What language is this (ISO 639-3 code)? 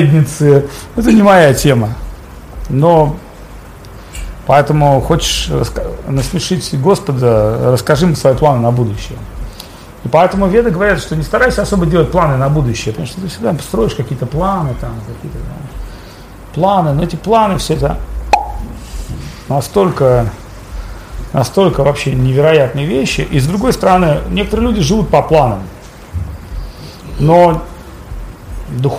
rus